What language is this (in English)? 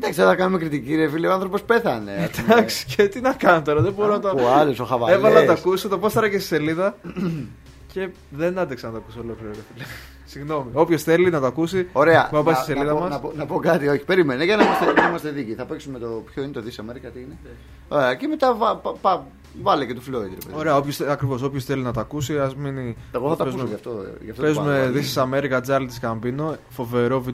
Greek